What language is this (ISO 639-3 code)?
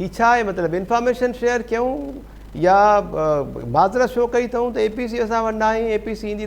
snd